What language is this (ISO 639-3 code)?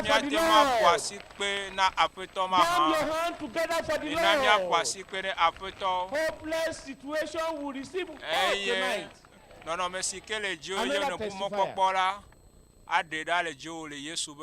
ewe